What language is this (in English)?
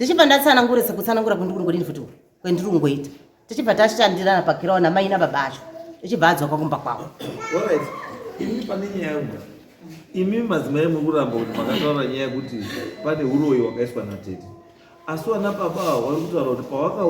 Shona